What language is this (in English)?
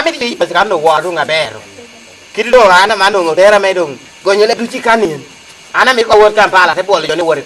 Lango (Uganda)